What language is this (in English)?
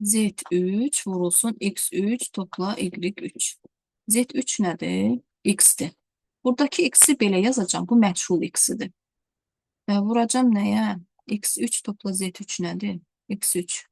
Azerbaijani